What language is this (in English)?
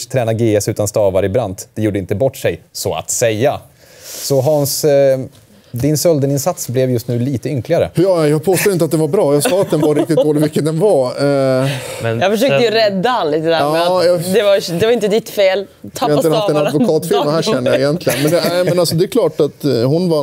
Swedish